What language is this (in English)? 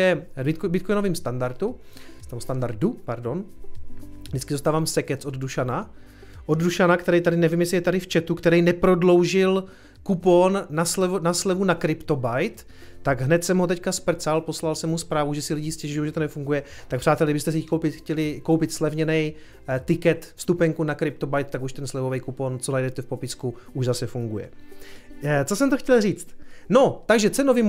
Czech